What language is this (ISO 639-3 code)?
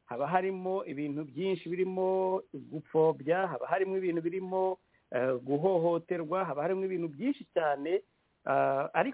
kin